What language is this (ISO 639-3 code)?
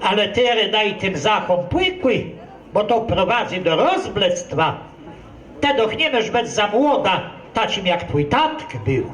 csb